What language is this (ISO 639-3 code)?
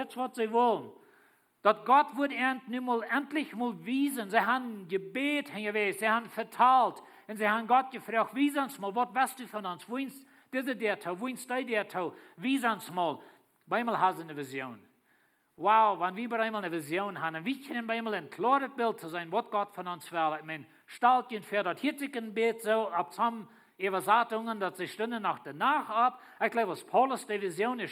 pdt